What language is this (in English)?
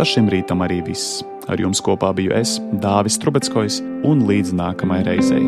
Latvian